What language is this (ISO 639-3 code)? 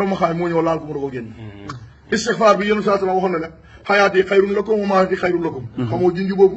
wol